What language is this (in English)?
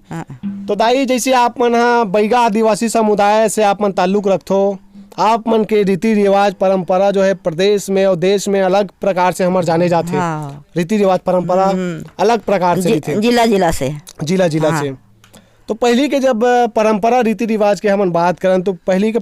Chhattisgarhi